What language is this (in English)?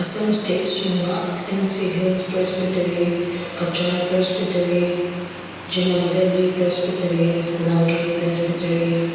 Hmar